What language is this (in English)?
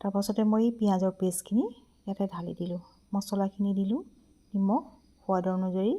Assamese